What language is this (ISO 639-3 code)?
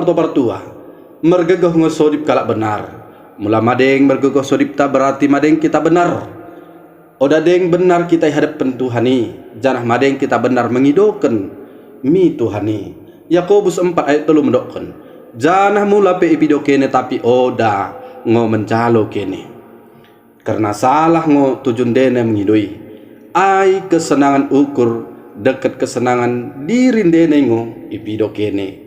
btd